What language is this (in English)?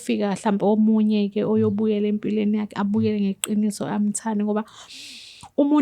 Zulu